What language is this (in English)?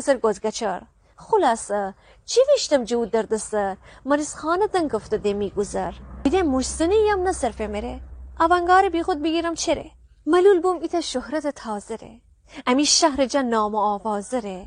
Gilaki